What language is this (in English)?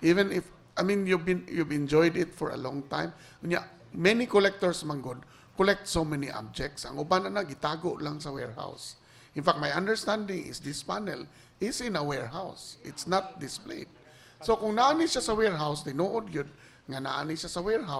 Cebuano